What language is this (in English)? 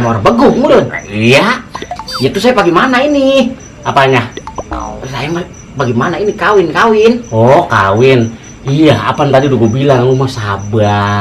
Betawi